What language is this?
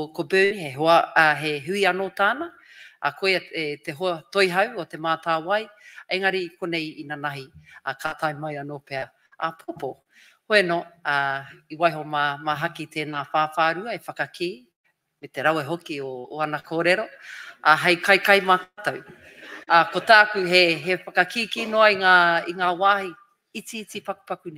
Māori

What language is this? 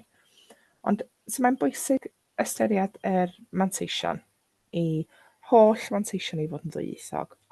Welsh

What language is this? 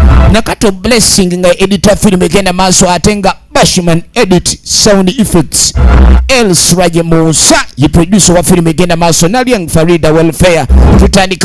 Ganda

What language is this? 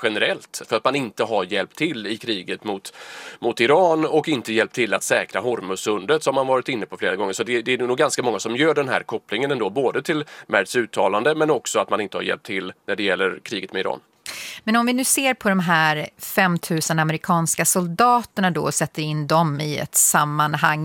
Swedish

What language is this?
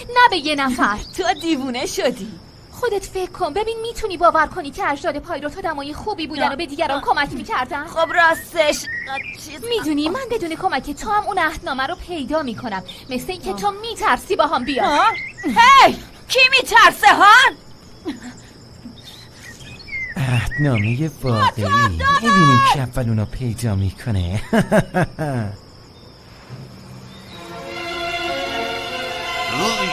Persian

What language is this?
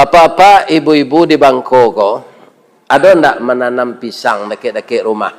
Minangkabau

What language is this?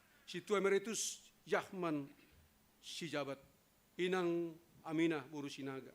Batak Simalungun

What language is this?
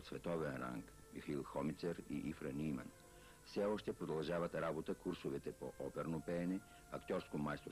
Bulgarian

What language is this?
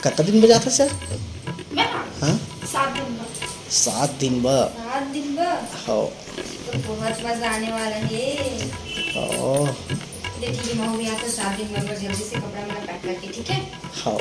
Chhattisgarhi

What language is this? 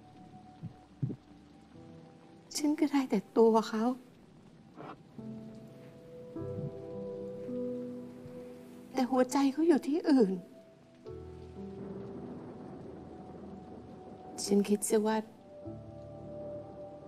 Thai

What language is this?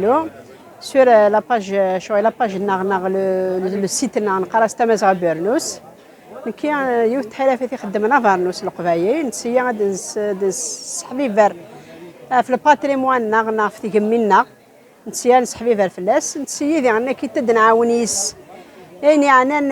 Kabyle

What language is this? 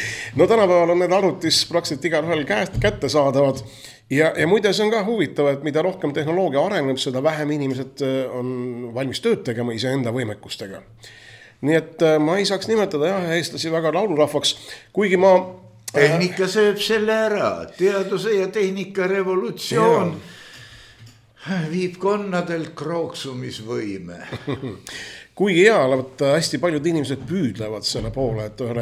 Estonian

